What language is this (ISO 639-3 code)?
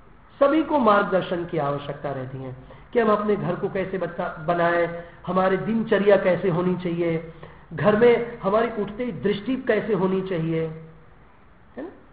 hin